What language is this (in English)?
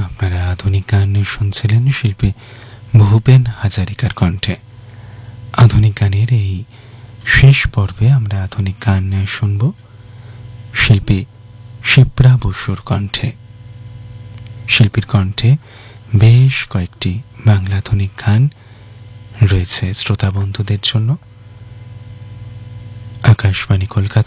Bangla